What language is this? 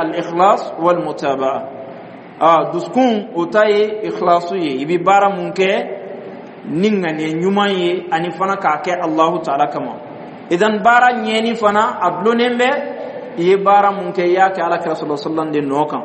Dyula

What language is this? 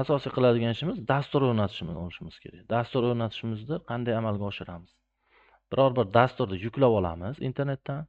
Uzbek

